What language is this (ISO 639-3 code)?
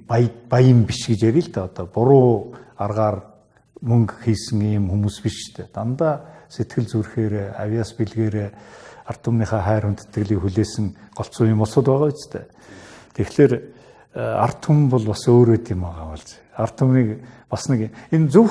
mon